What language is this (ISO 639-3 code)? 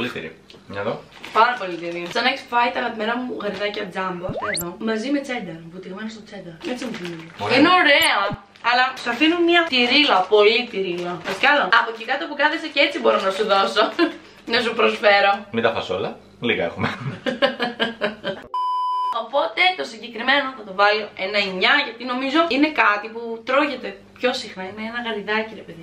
ell